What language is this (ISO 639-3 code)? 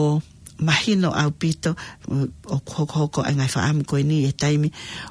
ton